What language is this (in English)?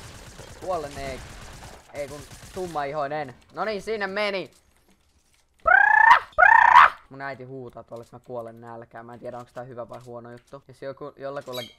Finnish